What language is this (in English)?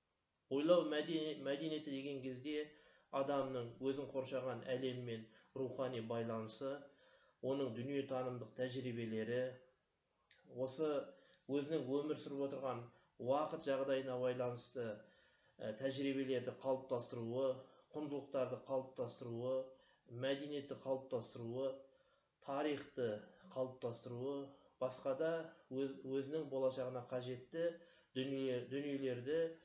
Kazakh